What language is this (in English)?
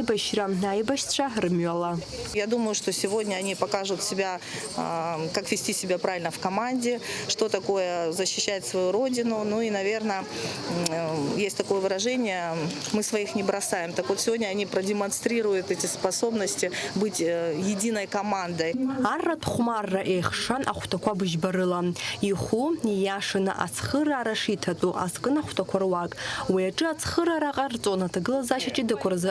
Abkhazian